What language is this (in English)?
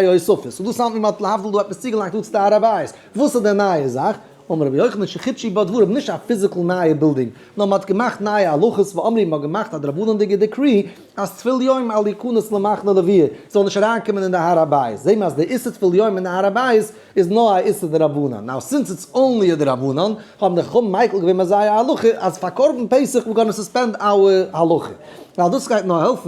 Yiddish